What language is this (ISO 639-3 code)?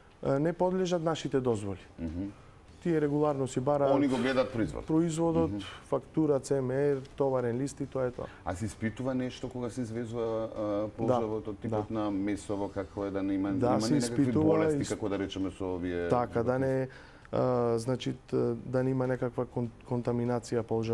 mkd